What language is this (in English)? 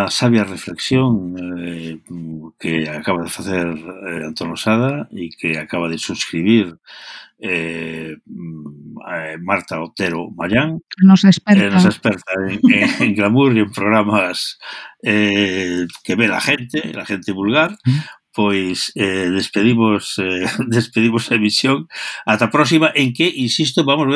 Galician